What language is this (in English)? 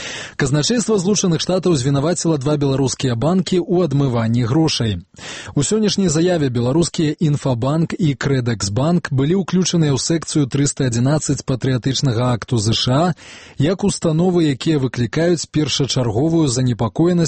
Belarusian